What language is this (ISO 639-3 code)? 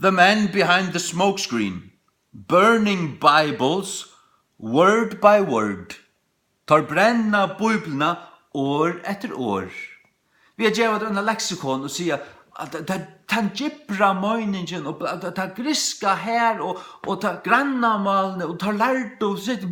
fao